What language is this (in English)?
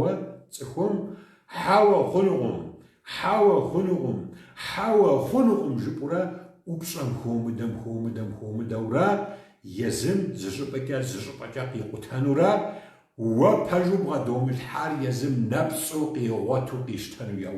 Kabardian